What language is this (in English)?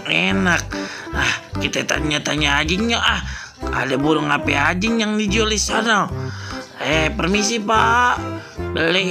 Betawi